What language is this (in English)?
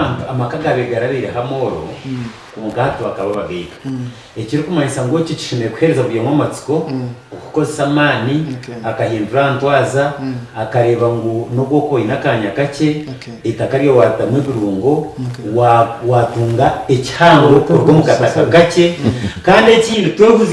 Nyankole